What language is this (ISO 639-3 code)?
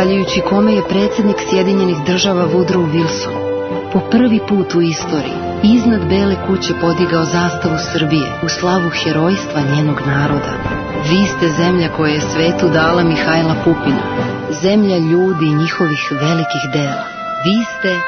srp